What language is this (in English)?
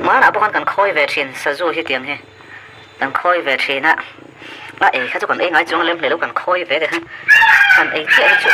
Mizo